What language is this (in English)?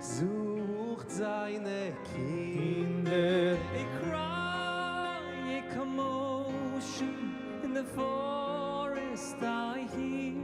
Yiddish